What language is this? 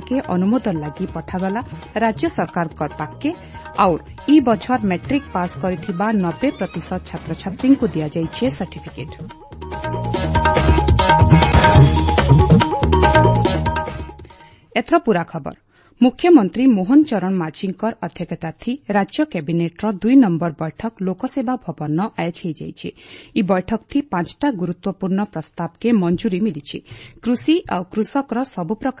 Odia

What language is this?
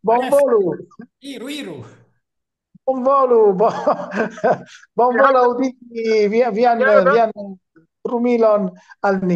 Esperanto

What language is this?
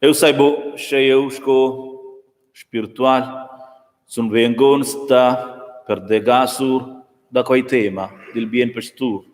Romansh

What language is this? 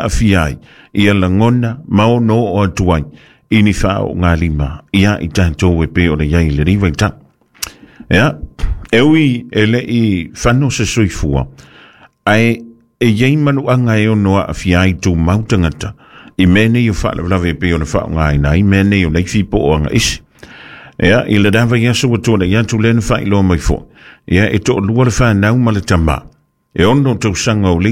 Samoan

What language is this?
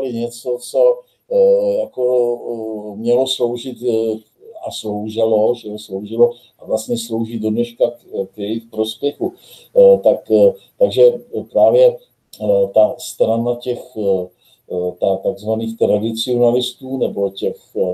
Czech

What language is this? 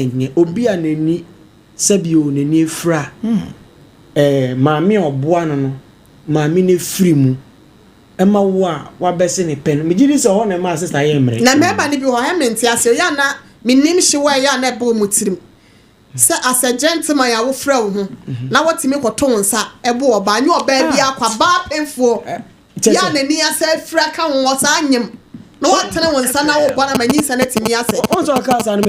Akan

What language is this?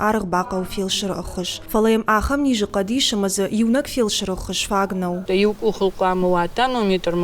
Ossetic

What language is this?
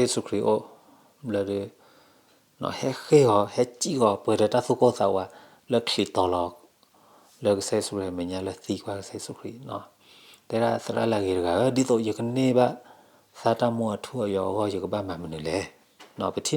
S'gaw Karen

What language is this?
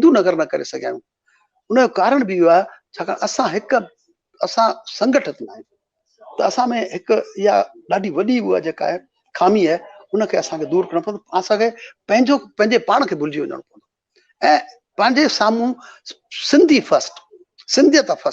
Sindhi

